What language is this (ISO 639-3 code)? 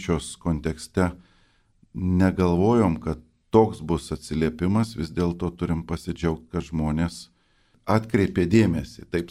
lit